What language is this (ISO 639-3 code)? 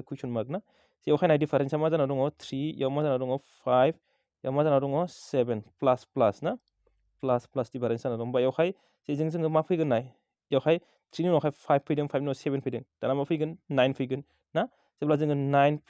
brx